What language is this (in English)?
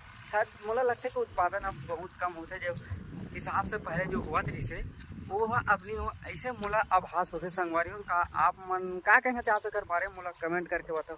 Chhattisgarhi